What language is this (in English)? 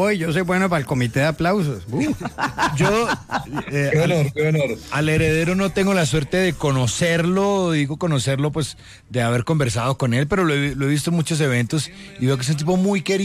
Spanish